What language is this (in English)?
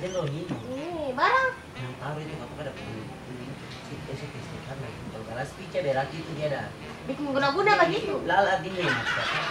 Ambonese Malay